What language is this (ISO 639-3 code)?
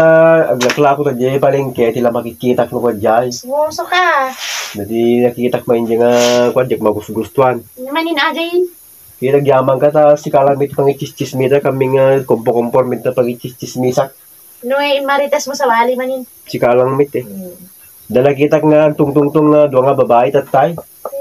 ilo